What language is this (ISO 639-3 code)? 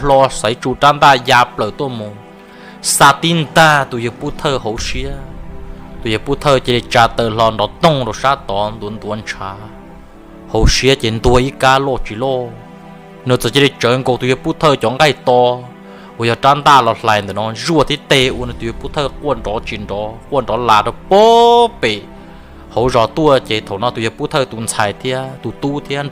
hmn